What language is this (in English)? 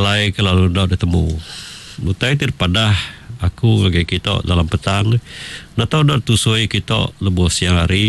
Iban